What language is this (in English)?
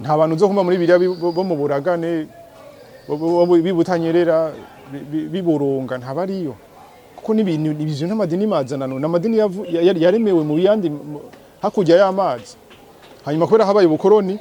Rundi